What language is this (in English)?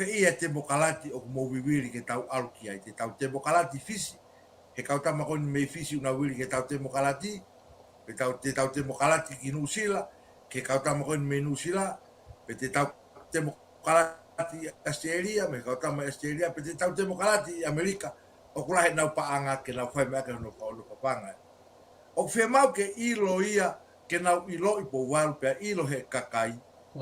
Tongan